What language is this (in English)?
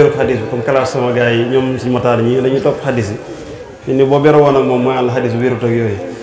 Wolof